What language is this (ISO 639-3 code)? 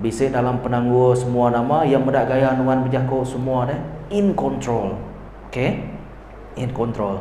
iba